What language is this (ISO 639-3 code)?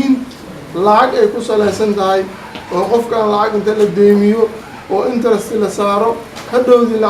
som